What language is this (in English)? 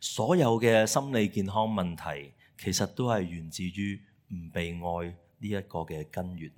Cantonese